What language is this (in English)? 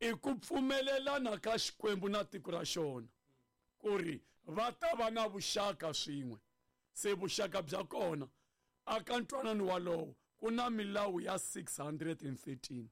Tsonga